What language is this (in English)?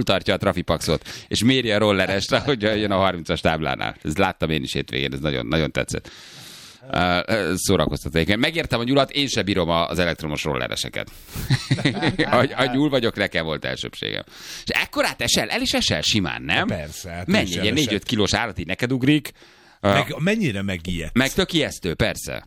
Hungarian